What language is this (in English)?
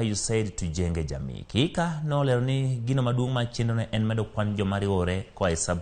Luo (Kenya and Tanzania)